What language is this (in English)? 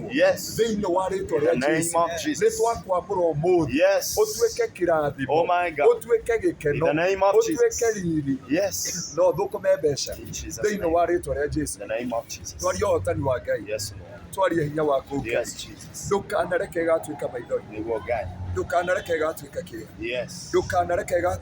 Kikuyu